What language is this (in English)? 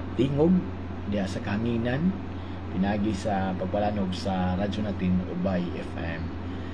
Cebuano